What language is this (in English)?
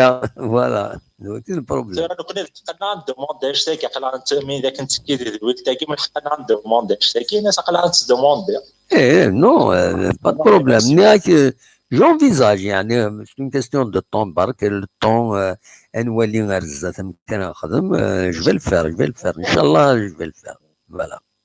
Kabyle